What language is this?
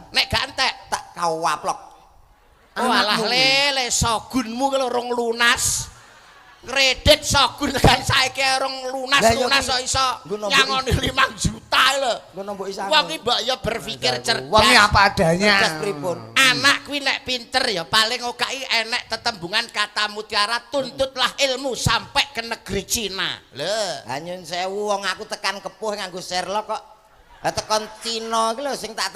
Javanese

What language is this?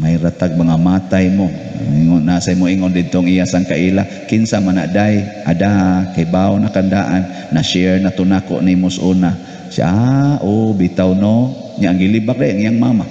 Cebuano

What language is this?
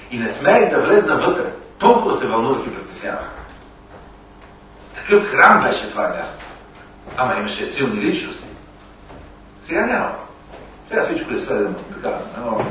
Bulgarian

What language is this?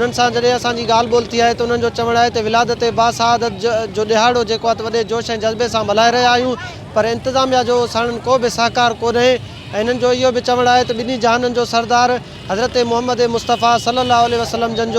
Sindhi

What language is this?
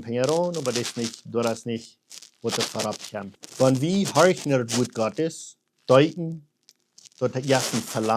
Plautdietsch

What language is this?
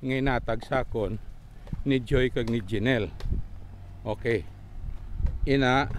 Hiligaynon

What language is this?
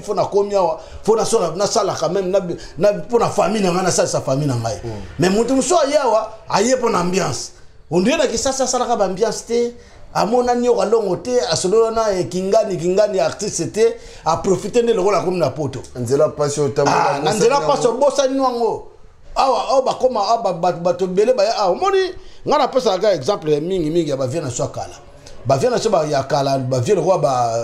Lingala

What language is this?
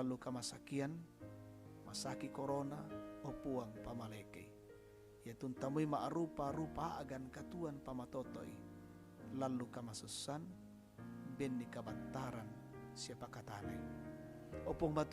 Toraja-Sa'dan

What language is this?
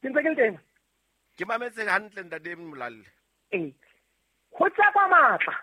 Southern Sotho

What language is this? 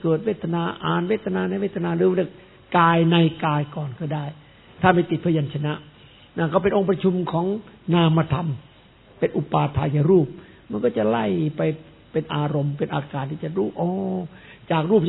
Thai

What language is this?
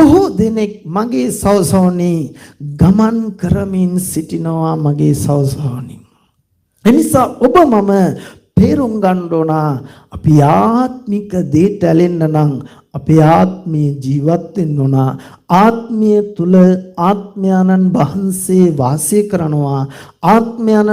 Sinhala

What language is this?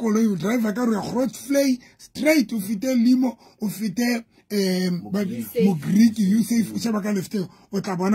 Southern Sotho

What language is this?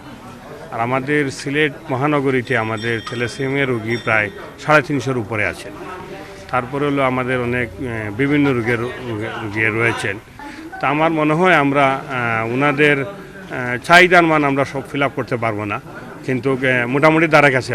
Sylheti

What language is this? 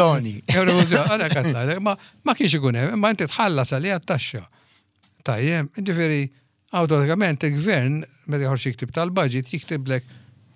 Maltese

